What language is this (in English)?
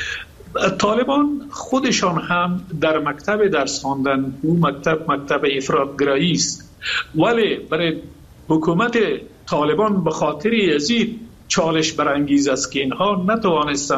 Persian